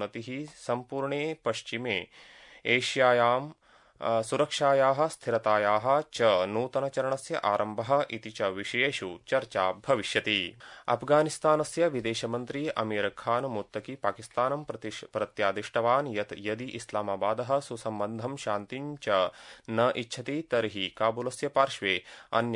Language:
Sanskrit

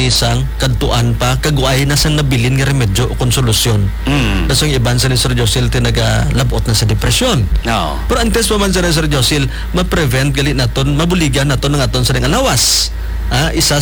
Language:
Hiligaynon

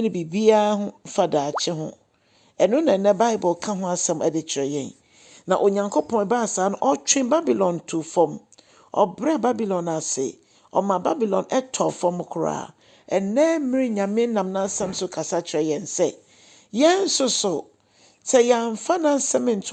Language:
Akan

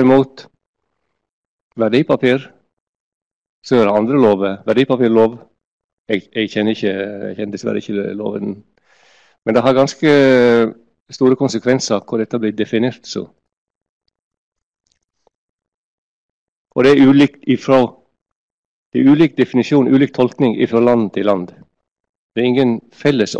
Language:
Norwegian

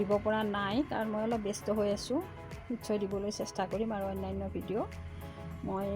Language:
Assamese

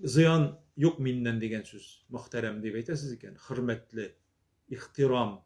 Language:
Tatar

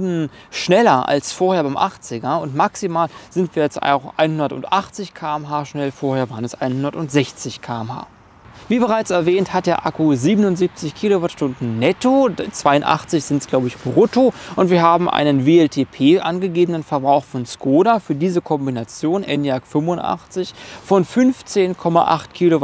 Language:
German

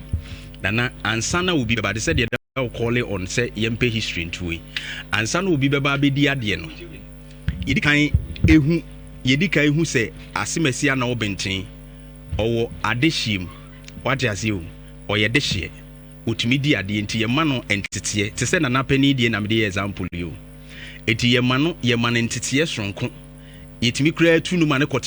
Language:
Akan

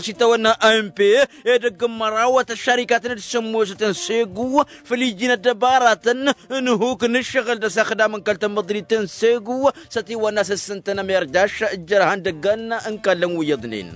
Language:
Tamasheq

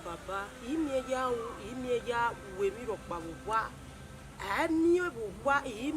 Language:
Bini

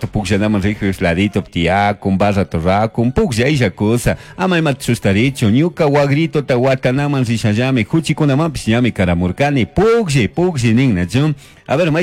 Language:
Chimborazo Highland Quichua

